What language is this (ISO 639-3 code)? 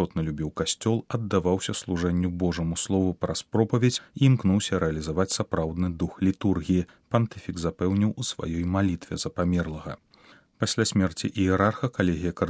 bel